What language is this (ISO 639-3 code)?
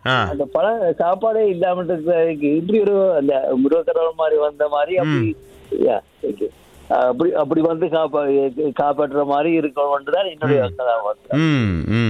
tam